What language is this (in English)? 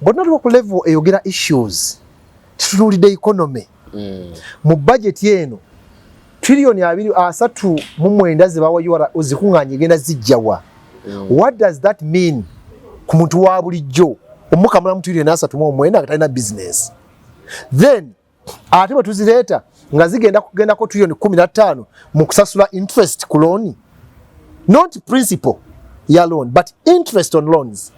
Ganda